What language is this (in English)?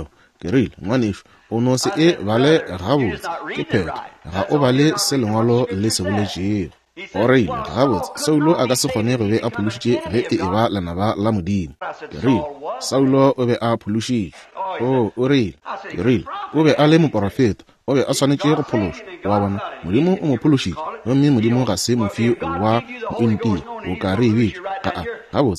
Northern Sotho